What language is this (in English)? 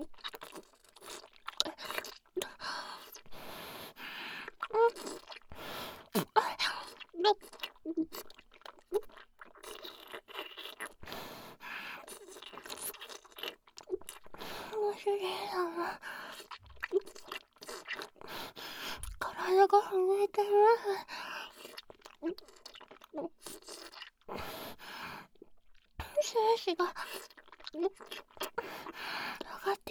Japanese